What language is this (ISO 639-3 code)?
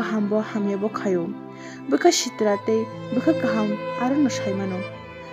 trp